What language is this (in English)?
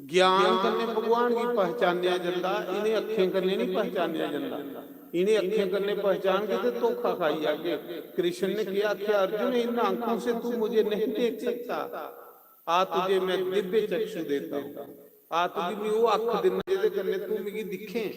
Dogri